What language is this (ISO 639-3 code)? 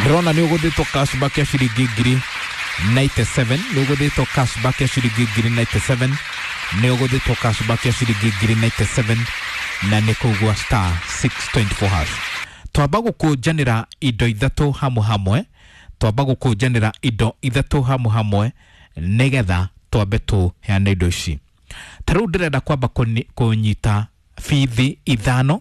kik